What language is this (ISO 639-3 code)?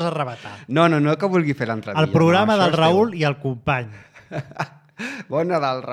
cat